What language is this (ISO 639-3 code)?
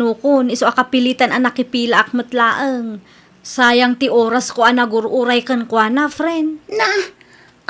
ilo